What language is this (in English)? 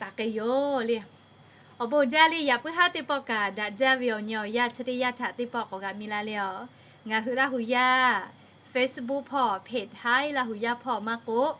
Lahu